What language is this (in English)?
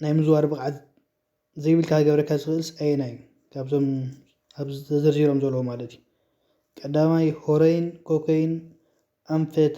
Tigrinya